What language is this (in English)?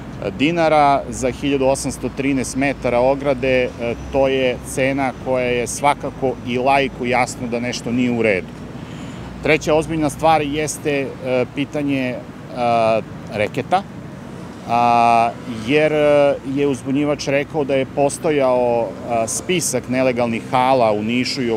Serbian